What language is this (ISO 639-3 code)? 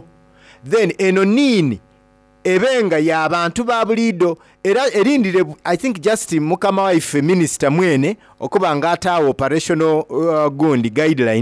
xog